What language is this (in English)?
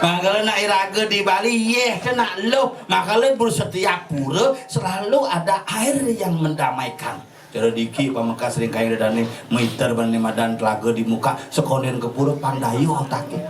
Balinese